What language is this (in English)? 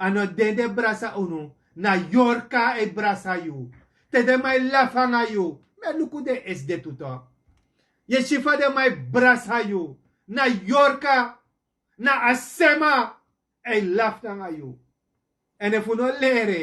Sranan Tongo